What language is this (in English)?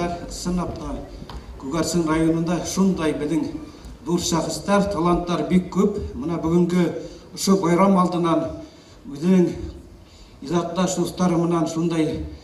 Bashkir